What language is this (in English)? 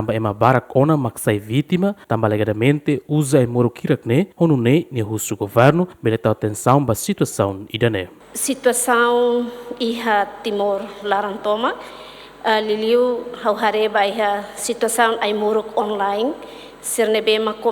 Tetum